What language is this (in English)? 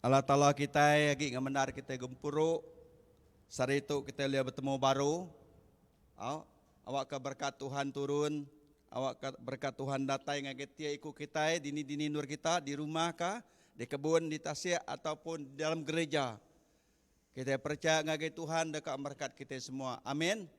Iban